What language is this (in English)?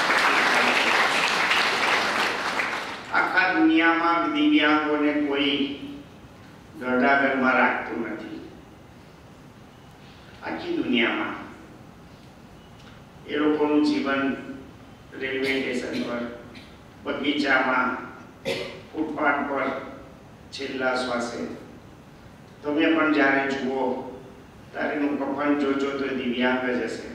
Gujarati